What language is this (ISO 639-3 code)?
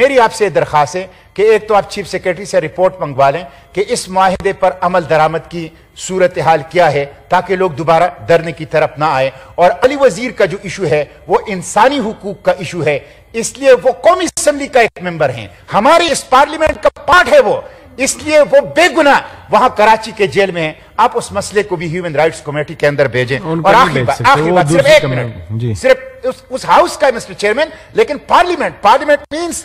urd